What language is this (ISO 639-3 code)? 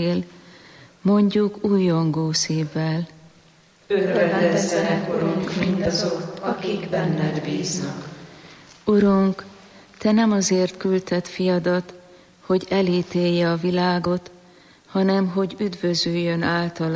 hun